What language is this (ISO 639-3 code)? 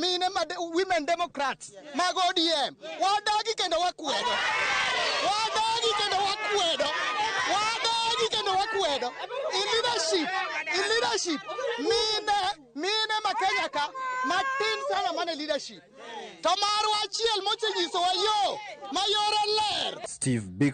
luo